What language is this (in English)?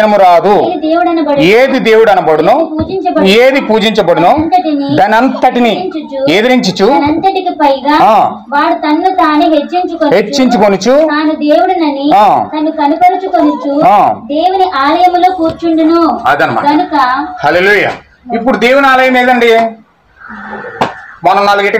Telugu